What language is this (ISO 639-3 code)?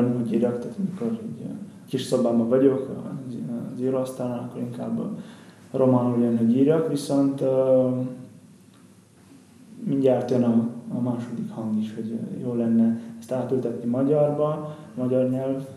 hun